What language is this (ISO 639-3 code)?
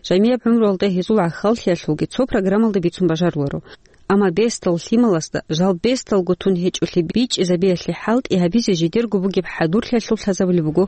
ava